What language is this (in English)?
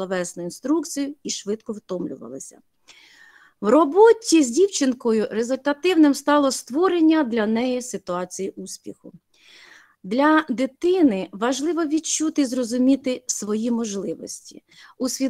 Ukrainian